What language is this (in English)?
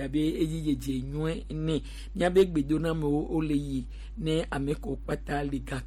Gen